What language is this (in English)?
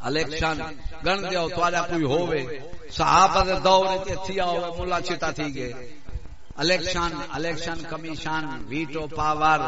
Saraiki